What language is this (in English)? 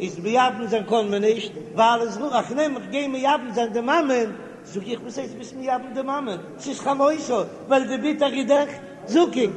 Yiddish